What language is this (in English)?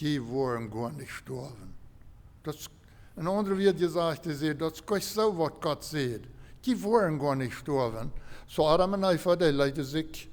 Plautdietsch